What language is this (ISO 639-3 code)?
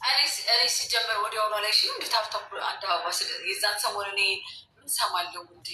amh